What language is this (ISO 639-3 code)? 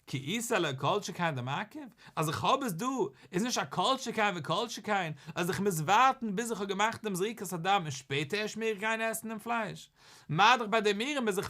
yid